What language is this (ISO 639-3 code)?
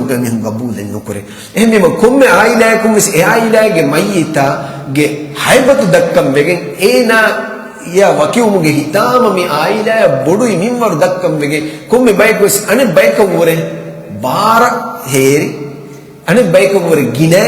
div